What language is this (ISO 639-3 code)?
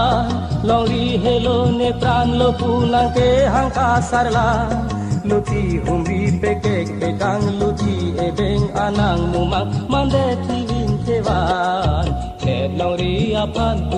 mjw